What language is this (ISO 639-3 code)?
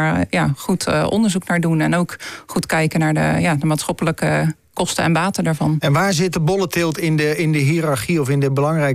nld